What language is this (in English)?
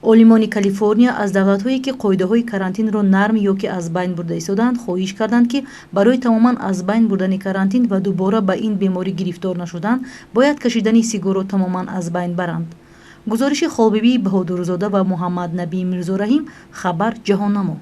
Tajik